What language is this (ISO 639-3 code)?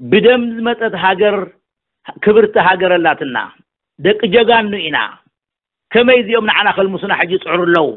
tir